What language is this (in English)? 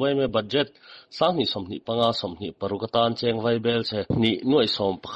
Mizo